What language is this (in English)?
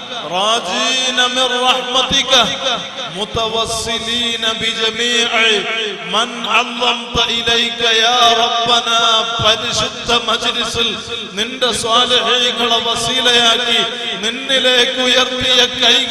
Malayalam